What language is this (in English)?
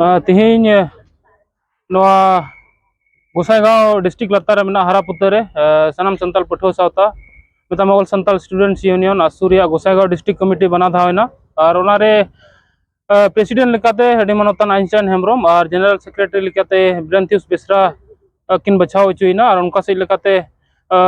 Santali